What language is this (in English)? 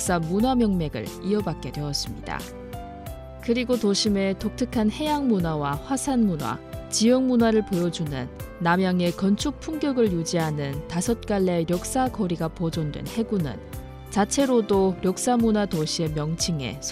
Korean